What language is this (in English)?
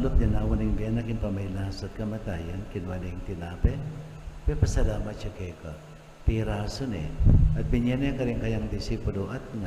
Pampanga